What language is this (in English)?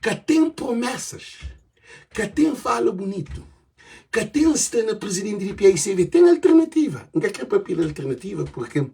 Kabuverdianu